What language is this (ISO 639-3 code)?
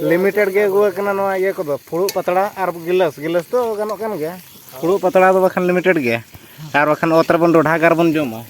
sat